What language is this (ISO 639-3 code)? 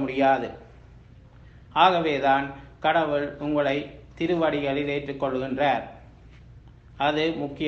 tam